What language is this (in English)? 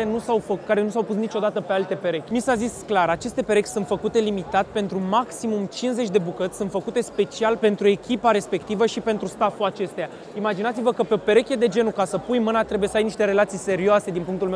Romanian